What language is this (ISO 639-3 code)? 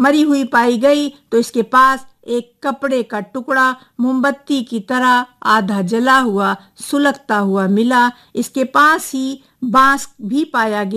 urd